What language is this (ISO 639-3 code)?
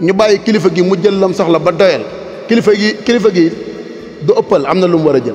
wol